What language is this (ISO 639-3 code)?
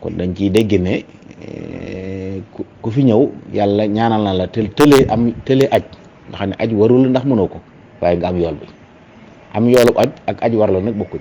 wol